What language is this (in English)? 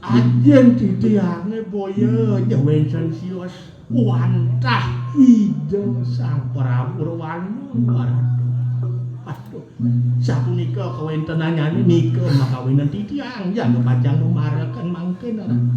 Balinese